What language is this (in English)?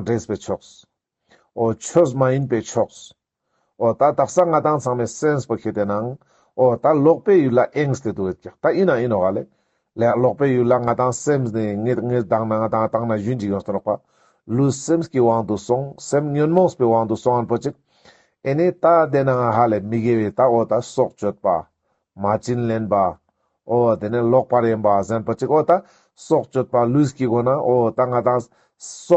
Ladakhi